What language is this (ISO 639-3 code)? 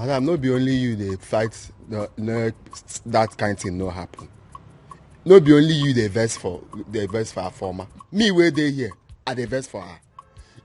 pcm